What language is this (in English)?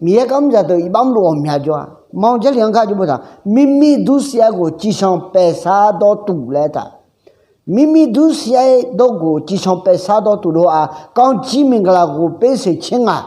Akha